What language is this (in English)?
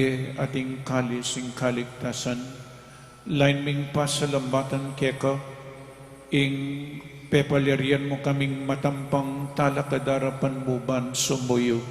Pampanga